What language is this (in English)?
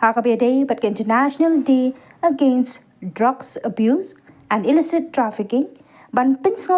Khasi